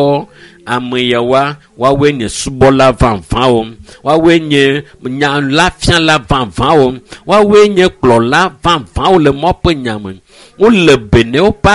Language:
Ewe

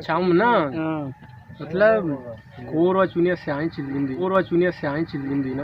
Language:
Baluchi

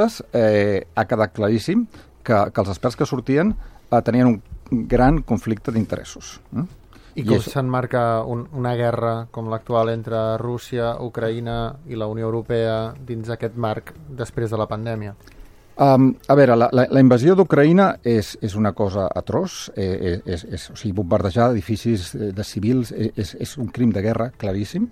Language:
Catalan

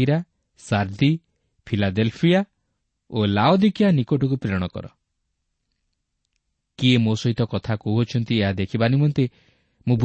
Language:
Odia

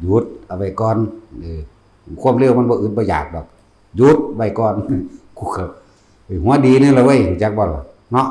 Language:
Northeastern Thai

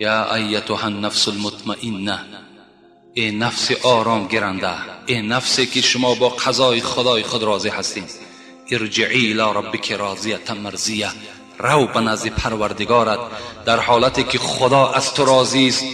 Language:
Tajik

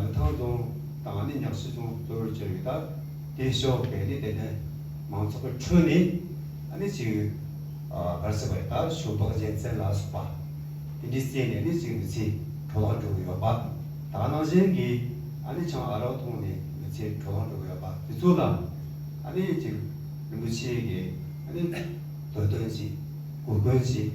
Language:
Tibetan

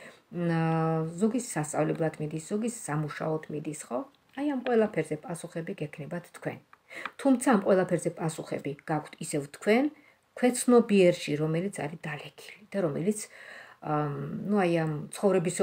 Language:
Georgian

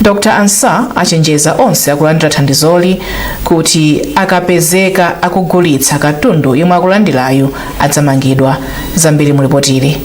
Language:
Nyanja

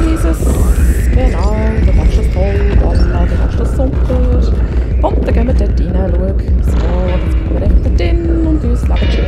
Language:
Swiss German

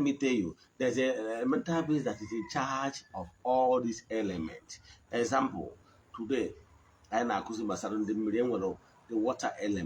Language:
Igbo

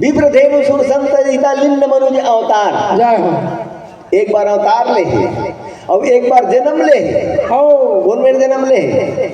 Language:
Chhattisgarhi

